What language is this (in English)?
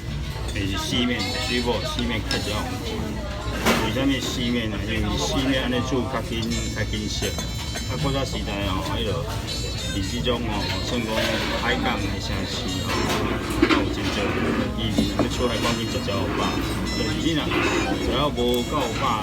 Min Nan Chinese